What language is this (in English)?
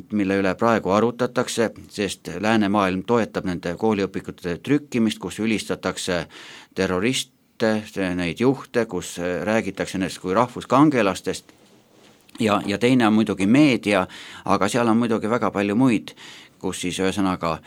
Estonian